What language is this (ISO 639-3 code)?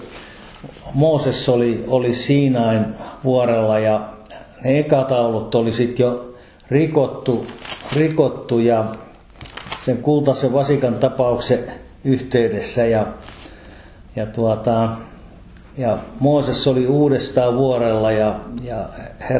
fin